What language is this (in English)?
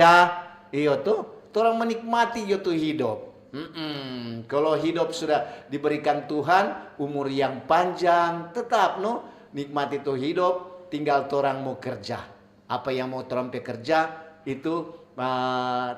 Manado Malay